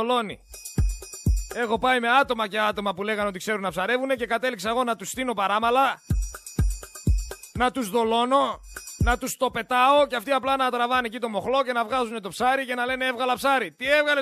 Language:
Greek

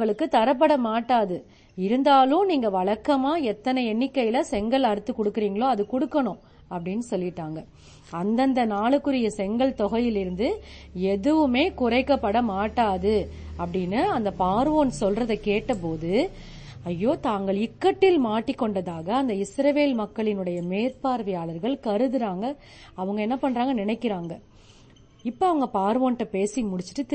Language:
Tamil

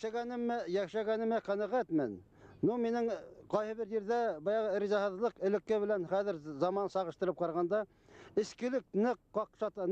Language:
Bashkir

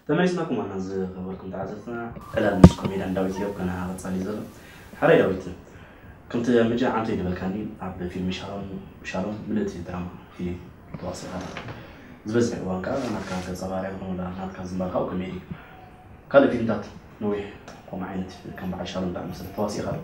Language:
Tigrinya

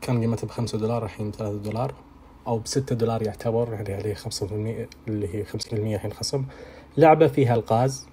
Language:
Najdi Arabic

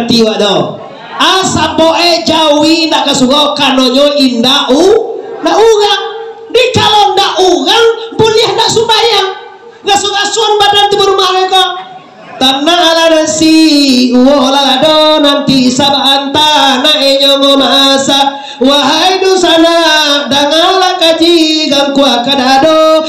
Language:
Minangkabau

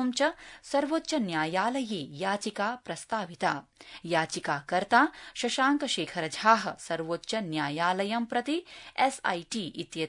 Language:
Sanskrit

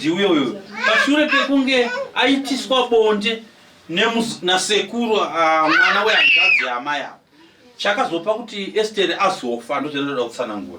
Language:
Shona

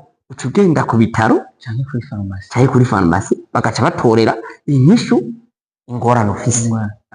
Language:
Rundi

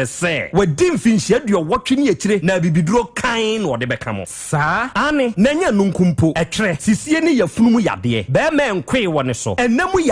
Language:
Akan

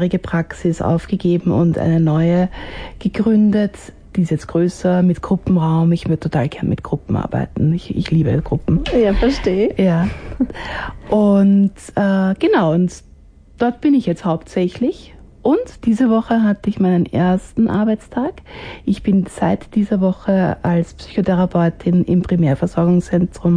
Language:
German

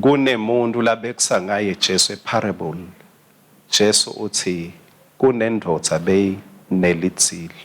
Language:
Swati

